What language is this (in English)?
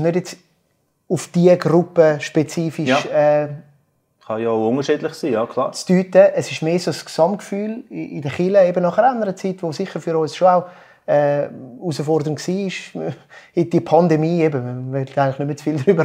Swiss German